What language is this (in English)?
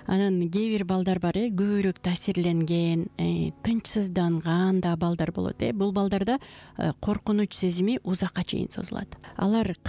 Kyrgyz